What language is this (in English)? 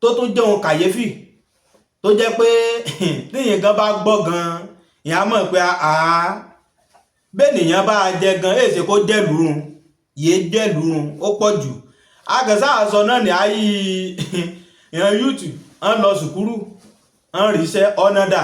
Yoruba